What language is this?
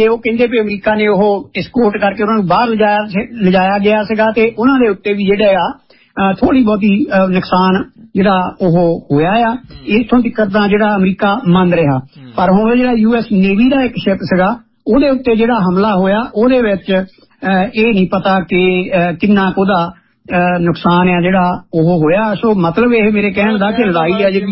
Punjabi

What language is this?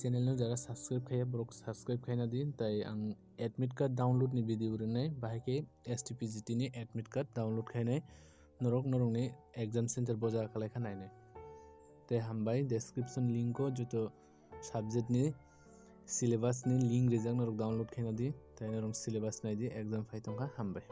Kok Borok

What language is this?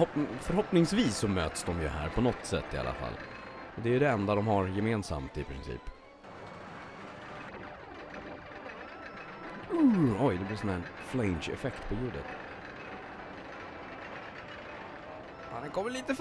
Swedish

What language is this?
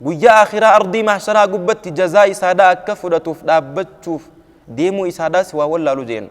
Oromo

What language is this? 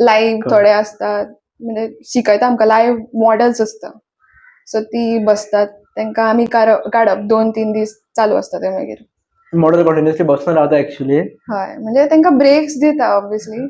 Konkani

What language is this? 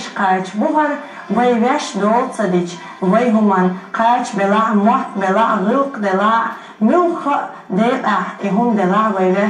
Chechen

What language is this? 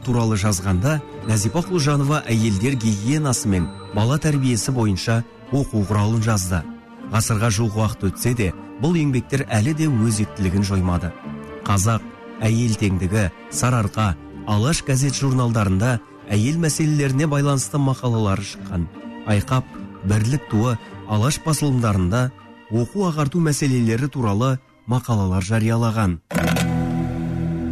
Kazakh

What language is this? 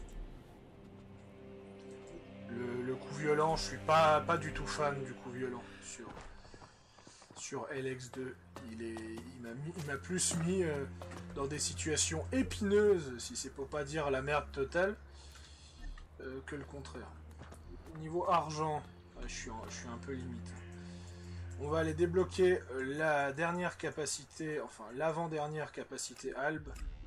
French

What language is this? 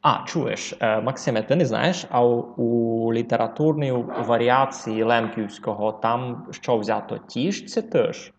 Rusyn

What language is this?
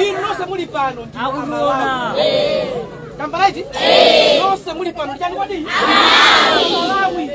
Nyanja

